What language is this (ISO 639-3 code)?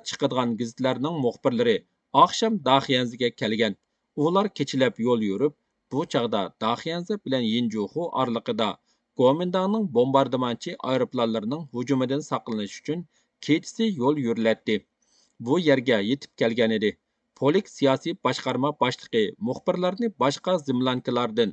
uig